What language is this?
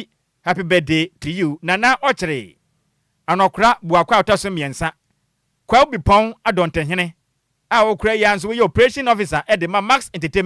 Akan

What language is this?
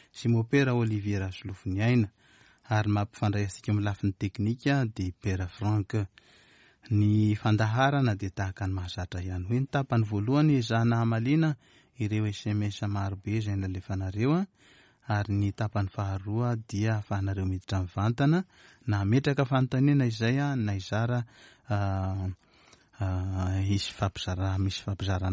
Malagasy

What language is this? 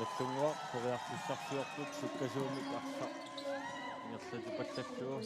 Kalaallisut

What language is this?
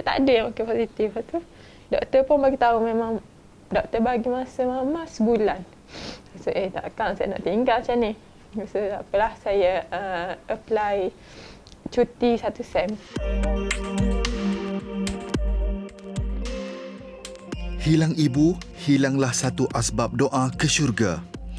Malay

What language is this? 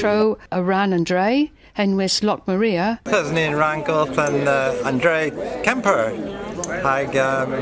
Cornish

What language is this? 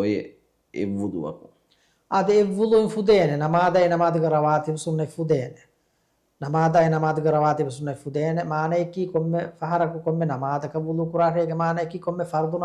Divehi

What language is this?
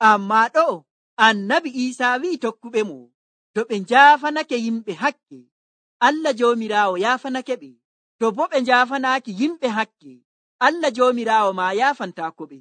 Nigerian Fulfulde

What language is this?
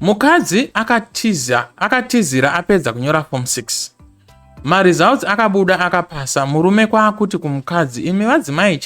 Shona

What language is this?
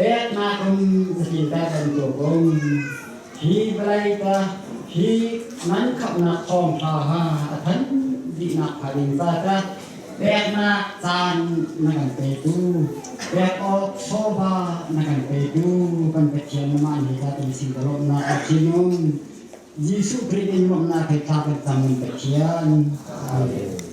Hakha Chin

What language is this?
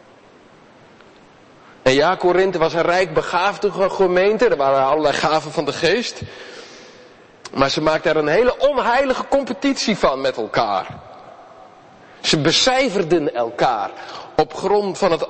Dutch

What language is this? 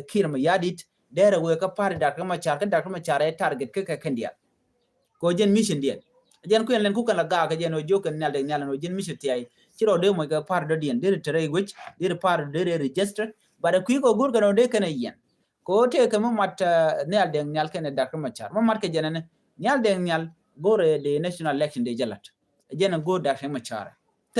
Nuer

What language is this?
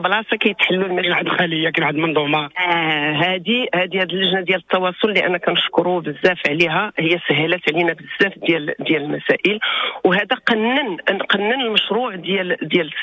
Moroccan Arabic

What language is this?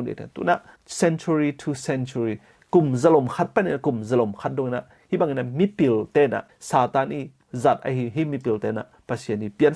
Tedim Chin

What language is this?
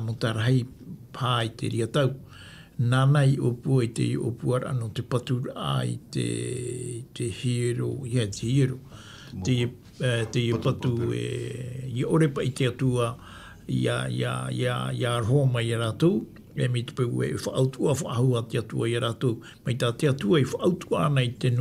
Tahitian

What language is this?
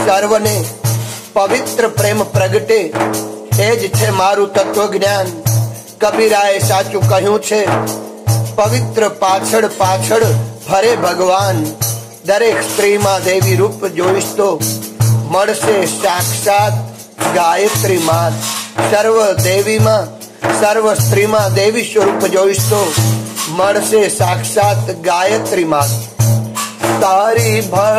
Gujarati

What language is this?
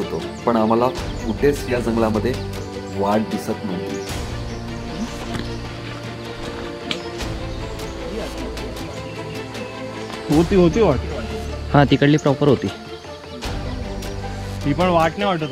Marathi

